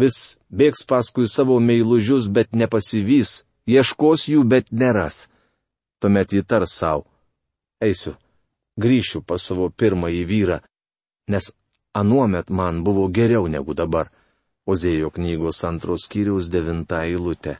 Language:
Lithuanian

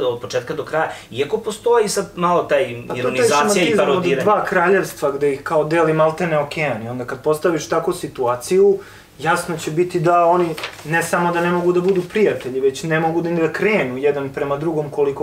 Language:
Serbian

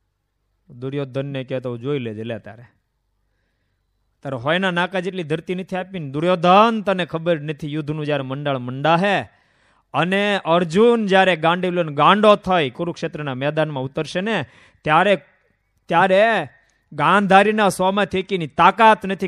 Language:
Gujarati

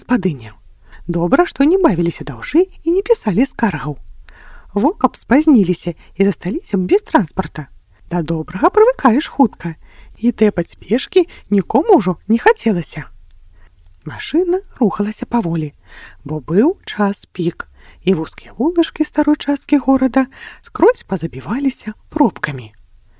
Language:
Belarusian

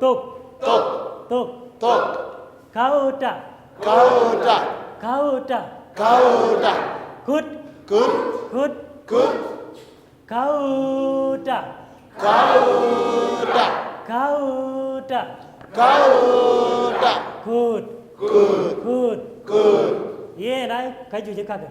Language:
Dinka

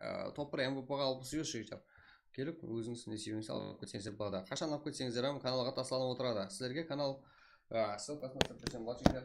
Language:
Kara-Kalpak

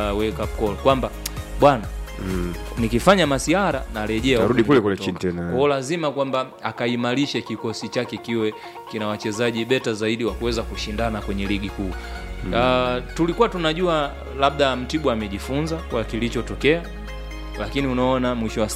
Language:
Swahili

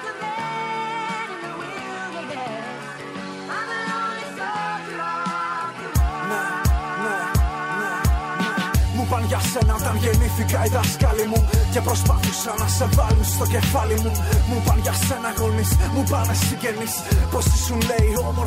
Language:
Greek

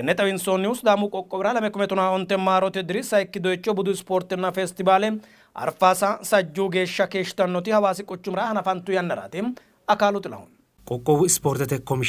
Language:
Sidamo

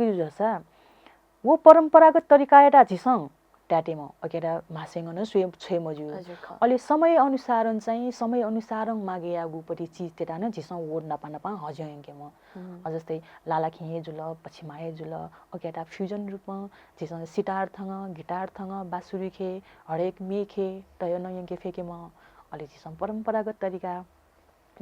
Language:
Newari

